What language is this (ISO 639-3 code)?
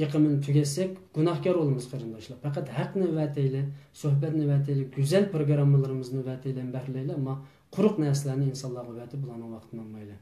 uig